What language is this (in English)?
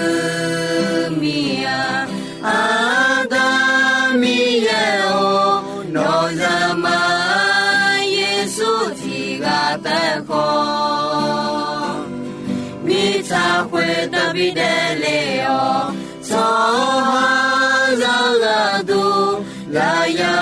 Akha